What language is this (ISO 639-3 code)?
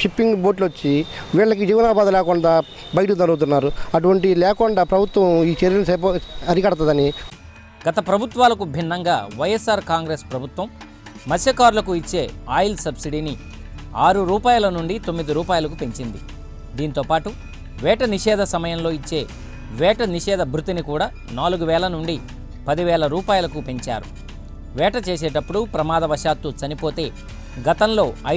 tel